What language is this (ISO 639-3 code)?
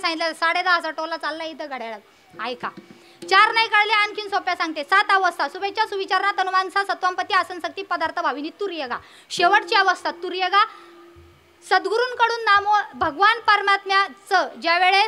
mar